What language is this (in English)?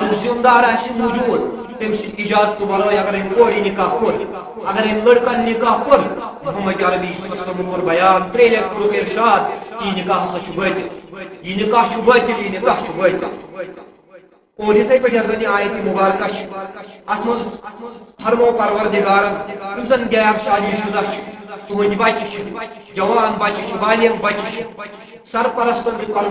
Kashmiri